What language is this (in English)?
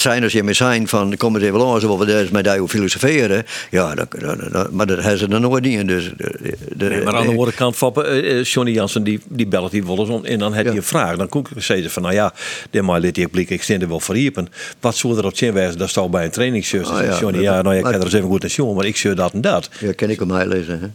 Western Frisian